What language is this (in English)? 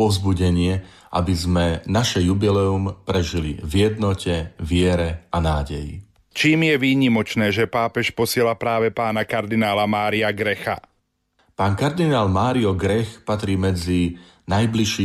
Slovak